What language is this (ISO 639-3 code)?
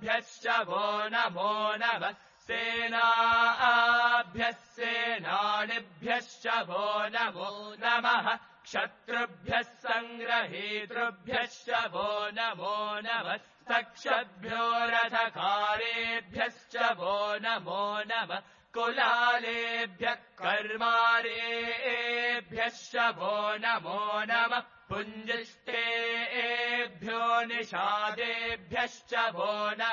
san